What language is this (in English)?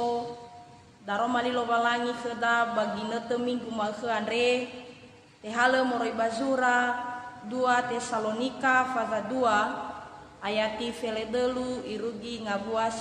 Nias